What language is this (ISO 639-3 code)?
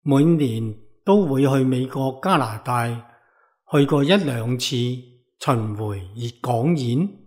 yue